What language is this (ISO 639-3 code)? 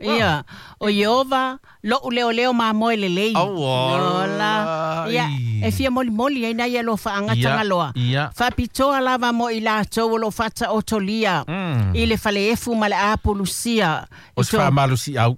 smo